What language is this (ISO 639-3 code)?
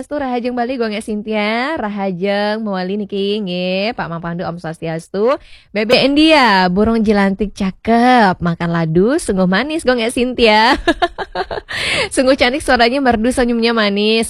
ban